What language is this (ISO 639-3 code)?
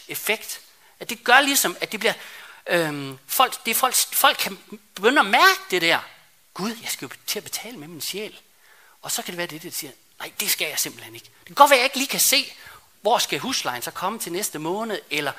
dan